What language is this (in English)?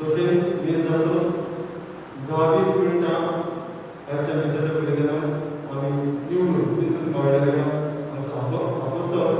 Konkani